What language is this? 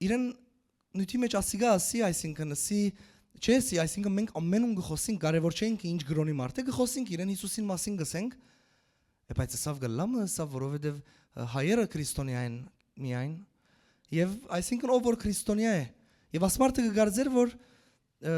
Western Armenian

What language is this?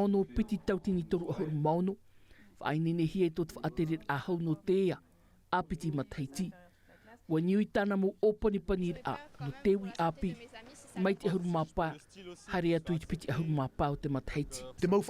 Tahitian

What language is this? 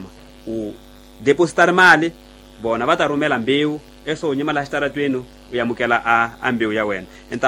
Tsonga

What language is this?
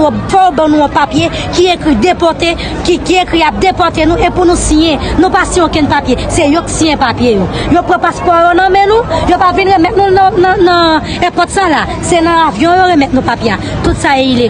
Haitian Creole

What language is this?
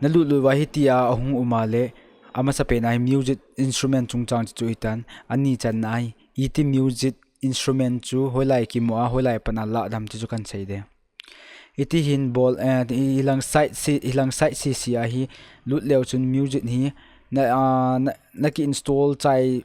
Thado Chin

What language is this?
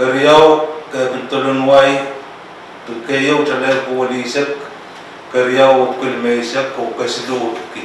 Pohnpeian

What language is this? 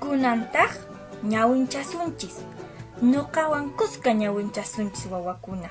Quechua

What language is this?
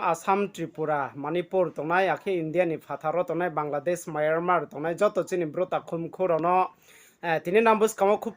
Riang (India)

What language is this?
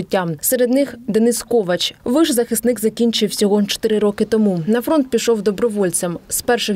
Ukrainian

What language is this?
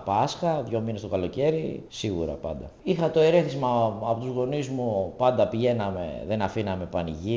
Greek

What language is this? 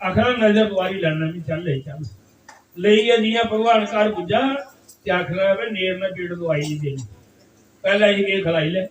Dogri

